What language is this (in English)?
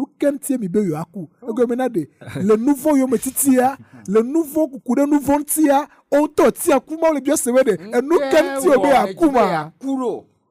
Ewe